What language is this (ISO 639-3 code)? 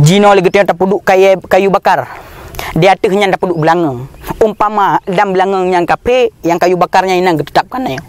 ace